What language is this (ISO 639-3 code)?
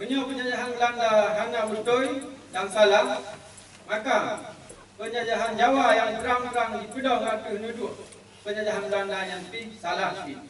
ace